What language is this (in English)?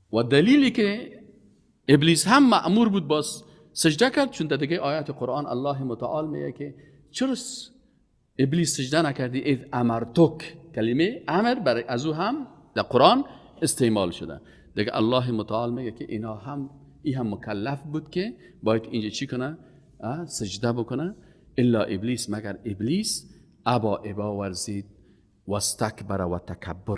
Persian